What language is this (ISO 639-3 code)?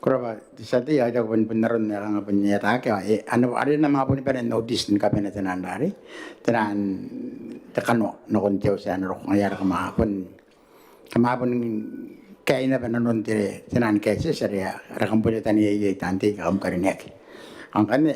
gil